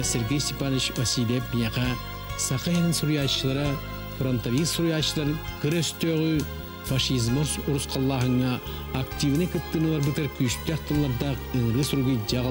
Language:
Yakut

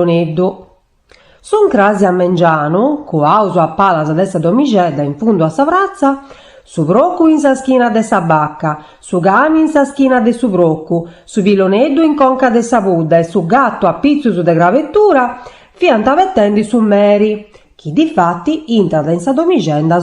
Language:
Sardinian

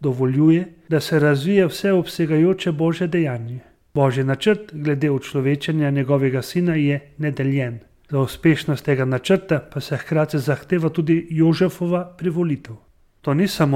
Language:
Slovenian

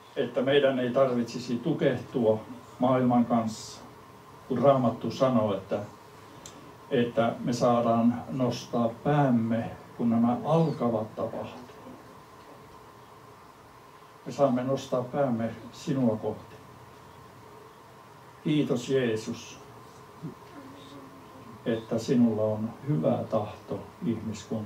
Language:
Finnish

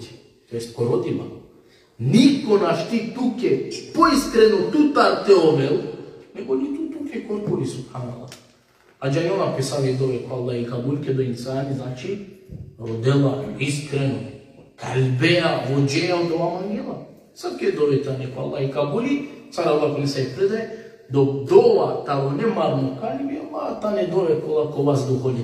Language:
Balkan Romani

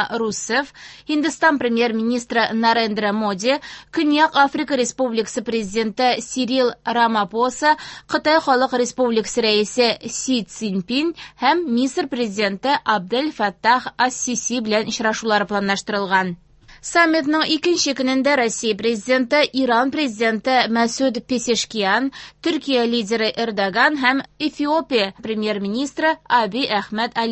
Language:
Tatar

